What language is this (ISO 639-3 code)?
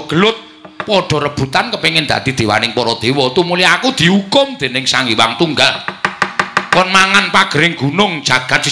jav